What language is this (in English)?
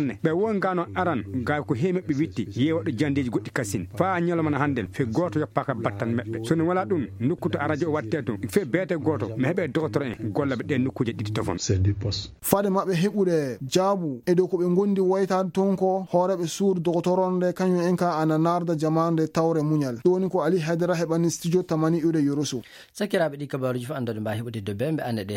Fula